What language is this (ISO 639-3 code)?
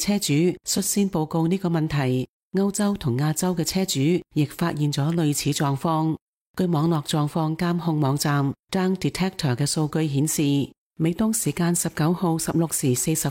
yue